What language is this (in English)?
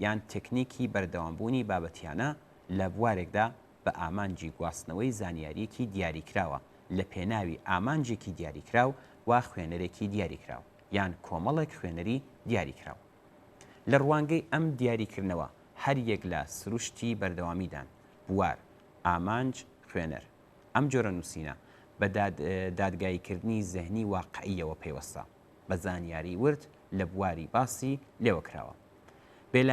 Central Kurdish